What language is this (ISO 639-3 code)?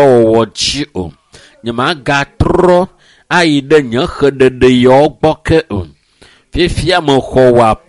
ewe